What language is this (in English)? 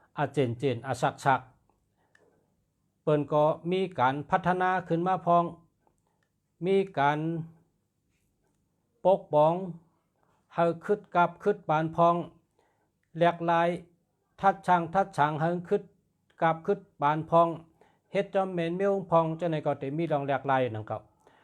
Shan